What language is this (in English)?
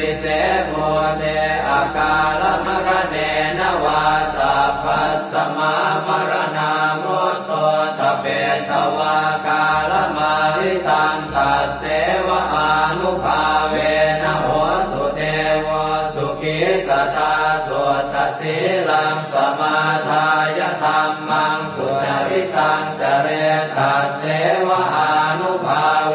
Pali